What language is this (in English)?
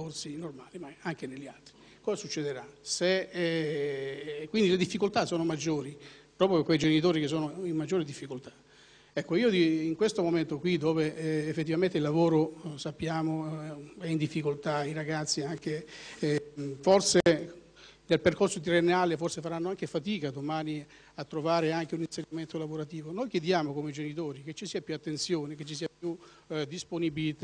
Italian